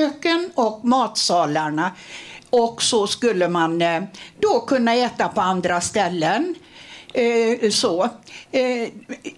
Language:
Swedish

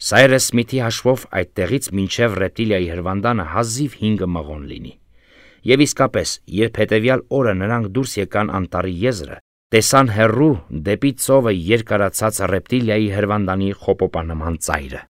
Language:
Armenian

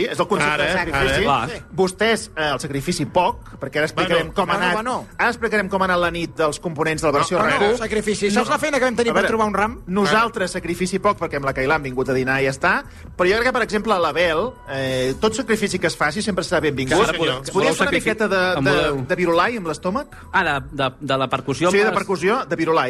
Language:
Catalan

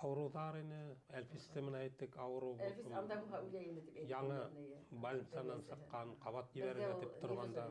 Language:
Bashkir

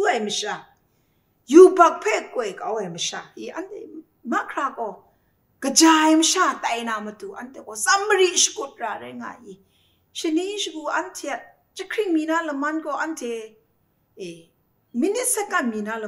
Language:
Kachin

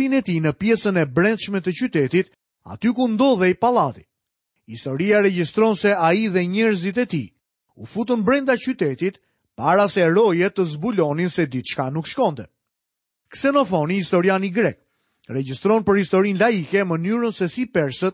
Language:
Albanian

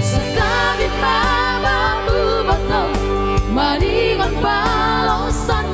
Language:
Batak Simalungun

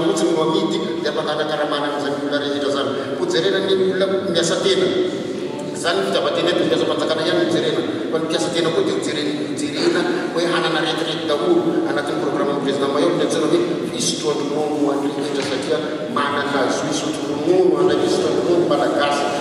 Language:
Malagasy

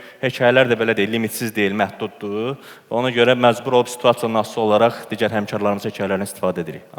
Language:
Azerbaijani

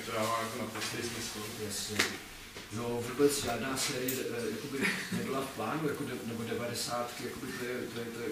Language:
Czech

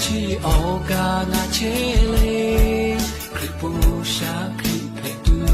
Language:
Lahu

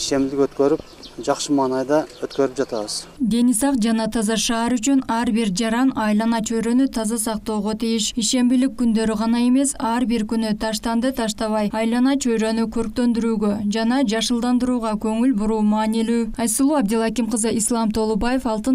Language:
Kyrgyz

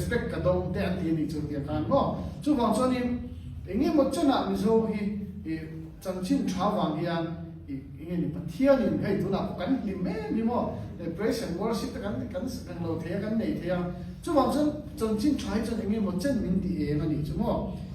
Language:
Mizo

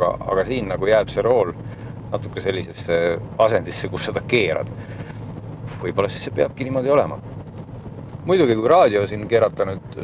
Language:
Estonian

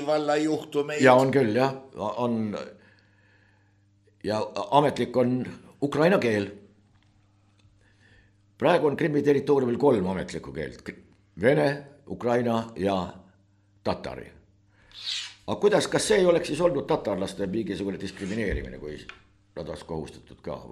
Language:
Estonian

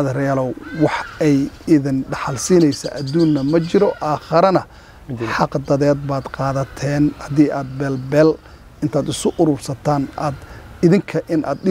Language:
Somali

